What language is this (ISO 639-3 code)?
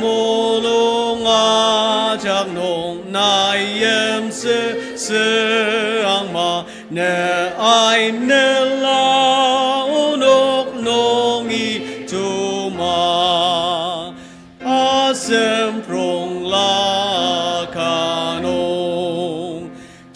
njo